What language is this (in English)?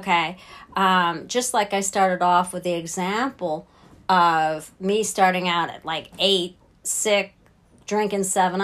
English